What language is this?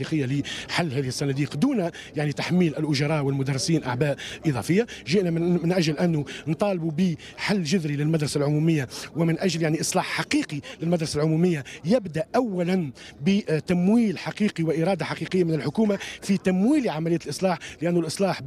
Tunisian Arabic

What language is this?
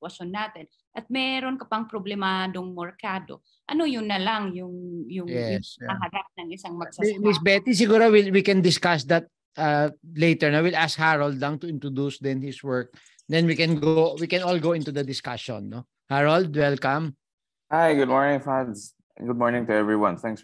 Filipino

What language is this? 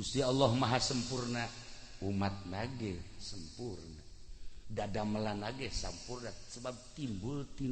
Sundanese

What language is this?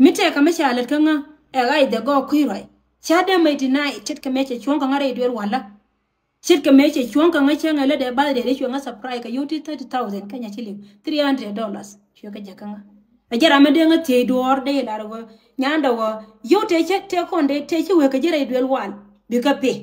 Nuer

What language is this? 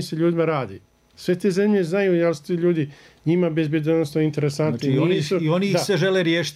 Bosnian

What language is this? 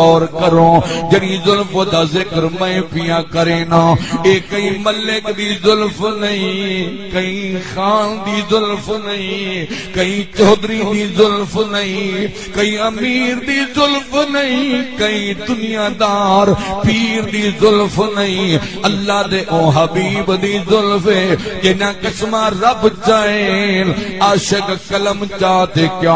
Saraiki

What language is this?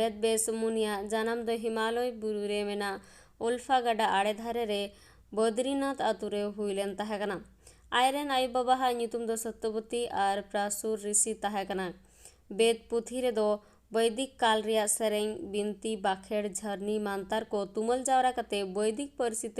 Santali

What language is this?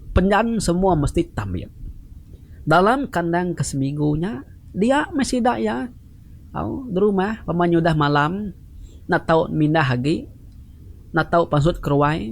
Iban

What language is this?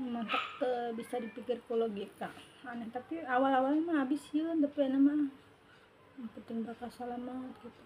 Sundanese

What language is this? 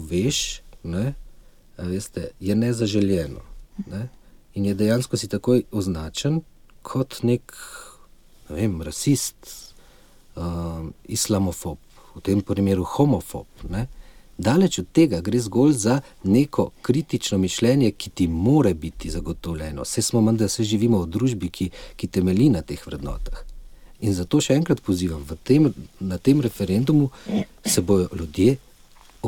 Slovenian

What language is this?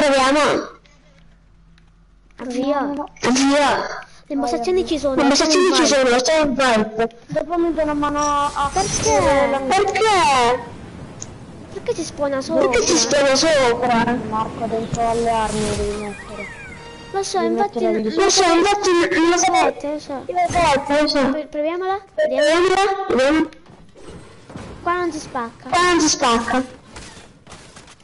Italian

